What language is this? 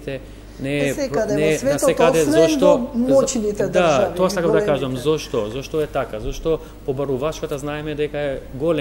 Macedonian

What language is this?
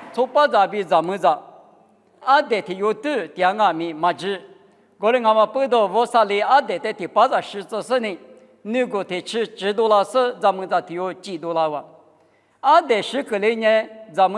Lisu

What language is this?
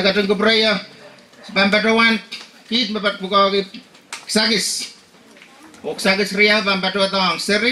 Pohnpeian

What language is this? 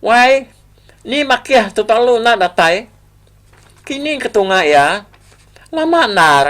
Iban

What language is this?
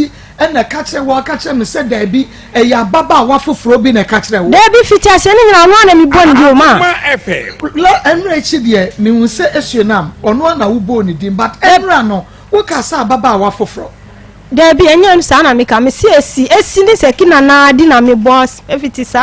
Akan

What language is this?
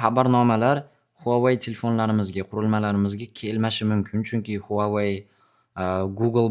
Uzbek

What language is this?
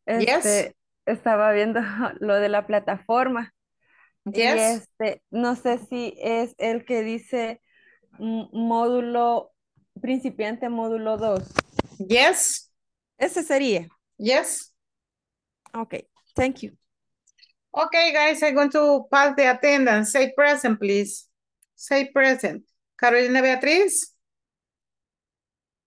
Spanish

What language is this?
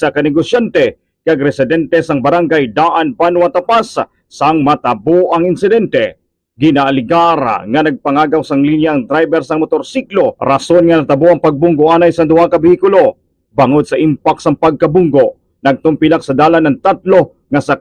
Hiligaynon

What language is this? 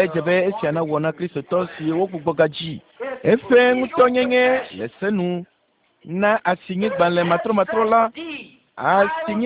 Ewe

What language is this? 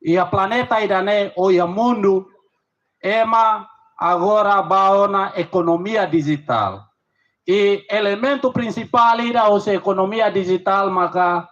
Tetum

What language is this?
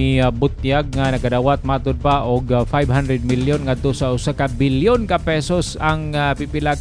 Cebuano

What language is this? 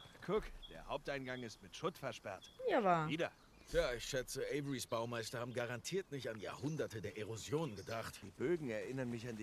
Swiss German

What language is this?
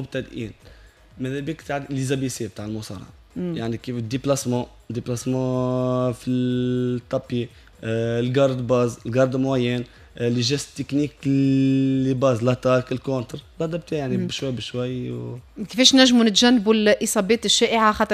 Tunisian Arabic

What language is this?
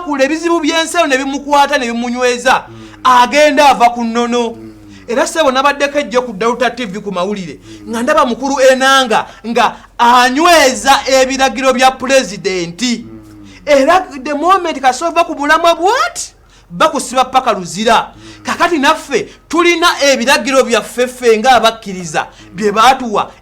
Ganda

